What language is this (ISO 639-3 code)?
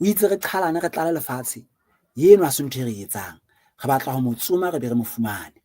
sot